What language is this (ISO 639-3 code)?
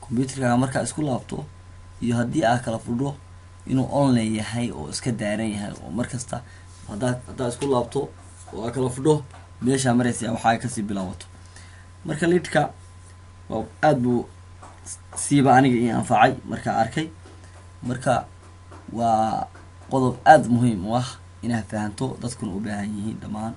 som